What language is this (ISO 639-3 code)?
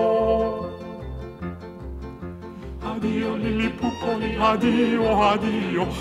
ell